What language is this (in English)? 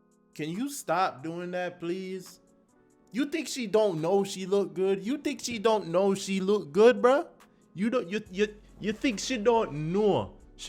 Jamaican Creole English